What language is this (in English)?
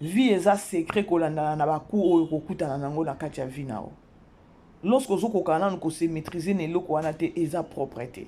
Lingala